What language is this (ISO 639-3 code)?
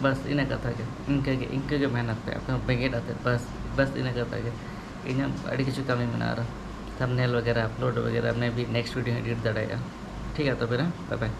sat